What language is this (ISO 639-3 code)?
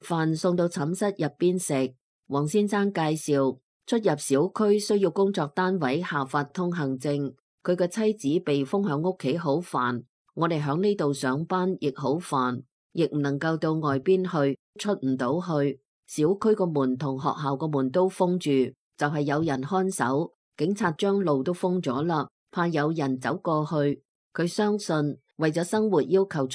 yue